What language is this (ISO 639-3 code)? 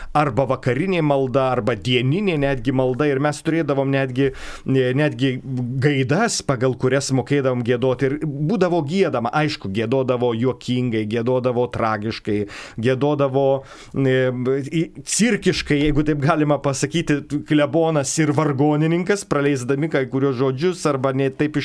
lit